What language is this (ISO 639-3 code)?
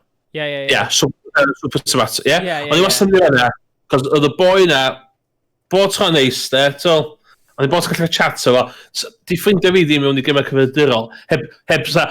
cym